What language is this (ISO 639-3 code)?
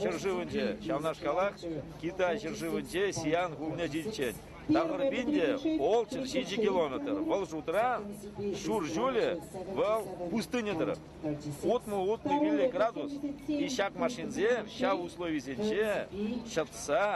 chv